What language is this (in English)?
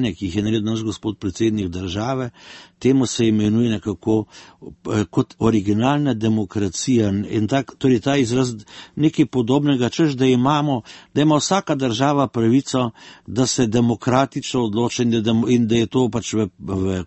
Slovenian